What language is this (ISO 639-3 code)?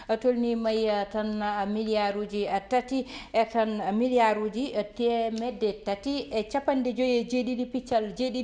ful